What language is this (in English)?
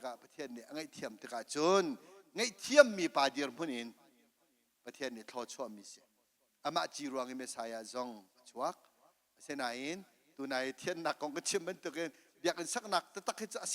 Hakha Chin